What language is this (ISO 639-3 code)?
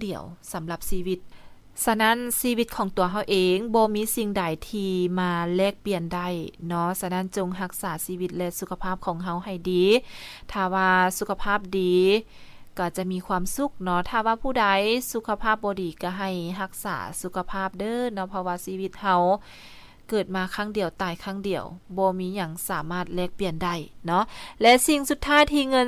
lao